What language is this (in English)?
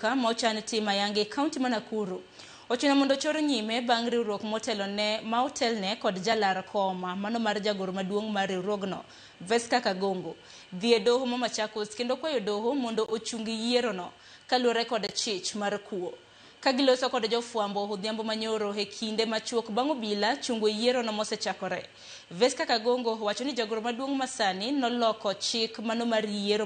Luo (Kenya and Tanzania)